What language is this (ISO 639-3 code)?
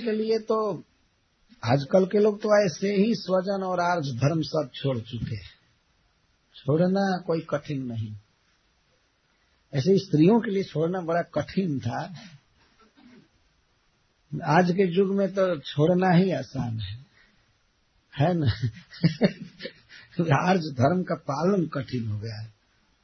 hin